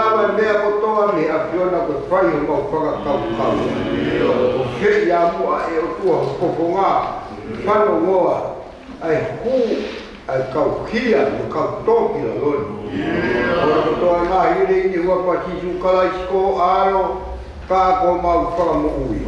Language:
Tongan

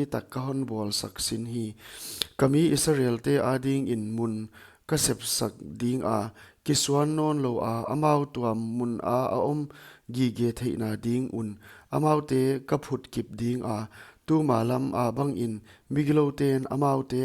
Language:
Paite Chin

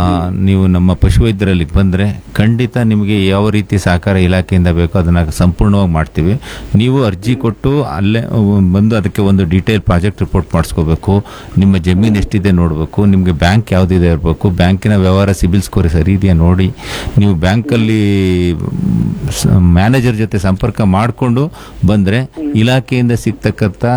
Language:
Kannada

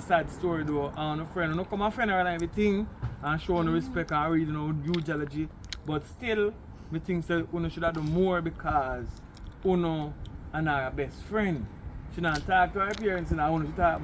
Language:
Jamaican Creole English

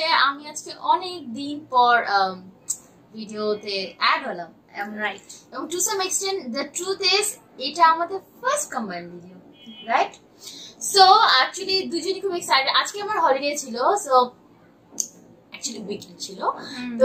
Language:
Bangla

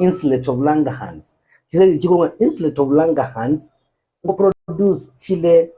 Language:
Gusii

